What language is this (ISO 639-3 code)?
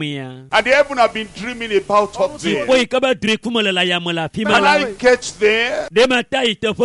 ewe